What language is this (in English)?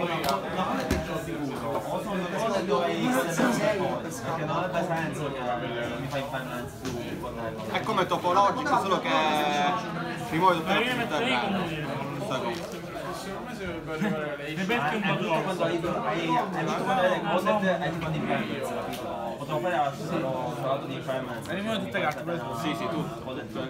Italian